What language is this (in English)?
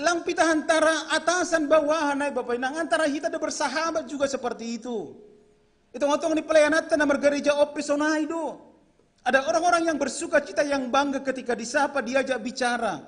Batak Simalungun